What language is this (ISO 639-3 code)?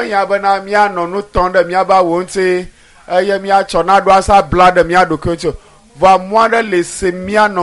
ewe